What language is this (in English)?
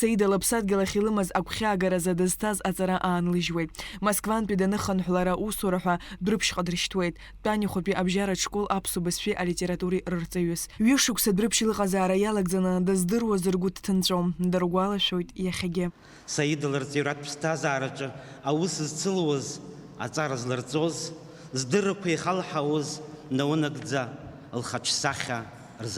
Abkhazian